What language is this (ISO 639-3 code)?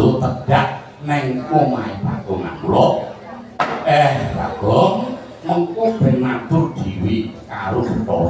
jav